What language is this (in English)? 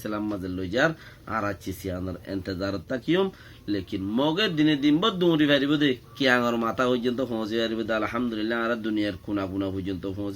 Rohingya